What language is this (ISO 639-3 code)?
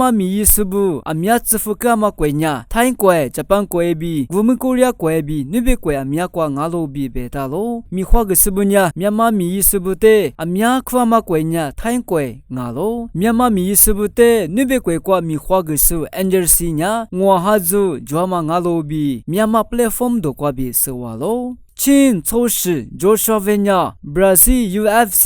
lis